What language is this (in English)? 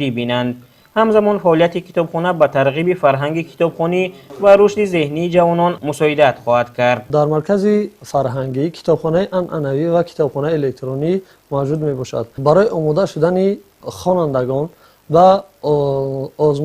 Tajik